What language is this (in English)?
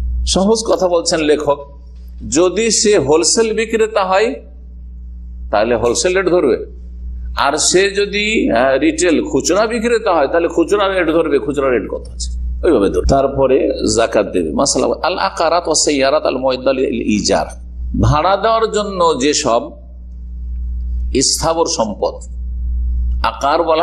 Bangla